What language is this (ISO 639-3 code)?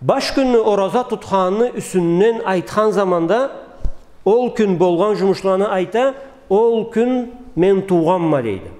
krc